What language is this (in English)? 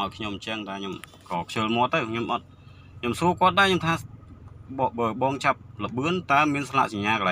Khmer